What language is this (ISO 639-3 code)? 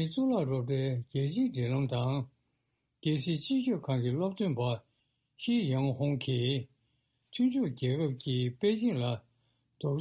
bod